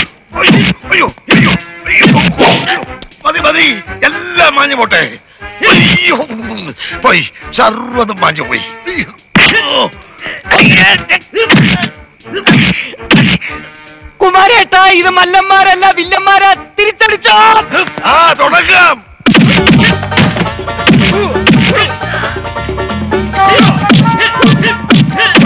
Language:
Malayalam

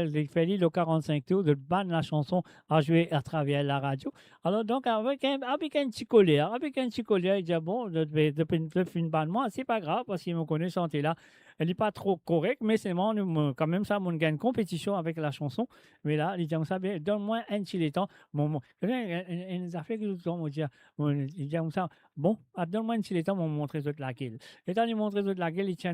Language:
Morisyen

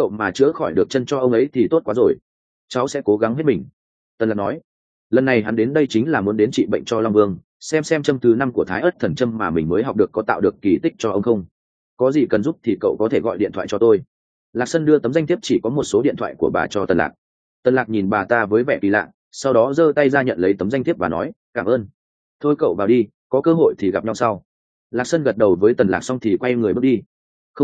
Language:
Vietnamese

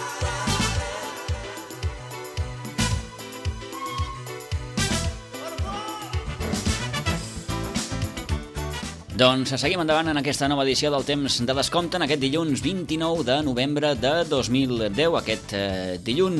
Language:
Catalan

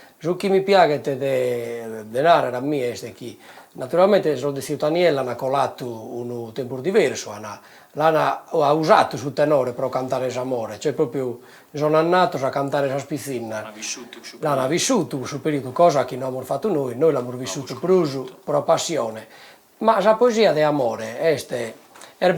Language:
Sardinian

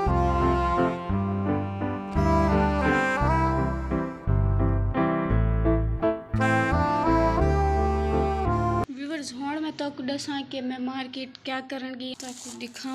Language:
Saraiki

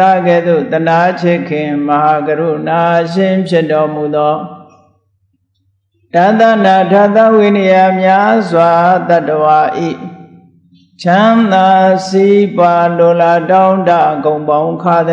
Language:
Burmese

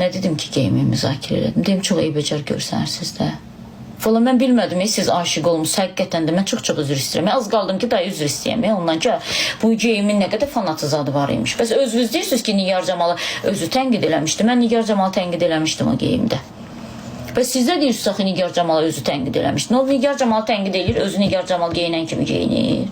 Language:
Azerbaijani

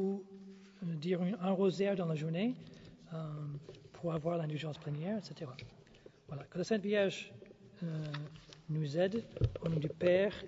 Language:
French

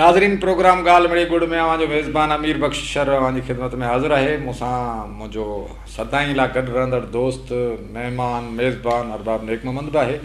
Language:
Sindhi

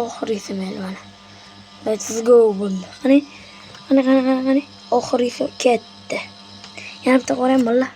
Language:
Uzbek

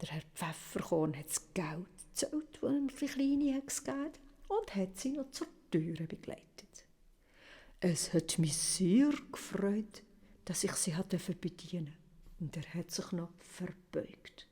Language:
Swiss German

